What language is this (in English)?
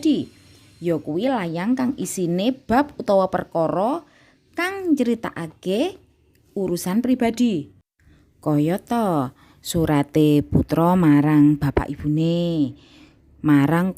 Javanese